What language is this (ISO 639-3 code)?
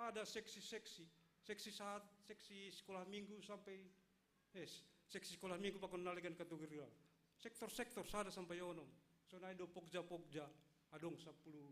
bts